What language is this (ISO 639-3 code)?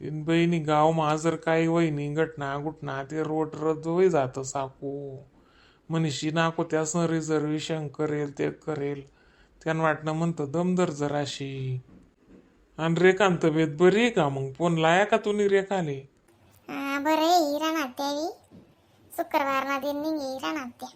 khn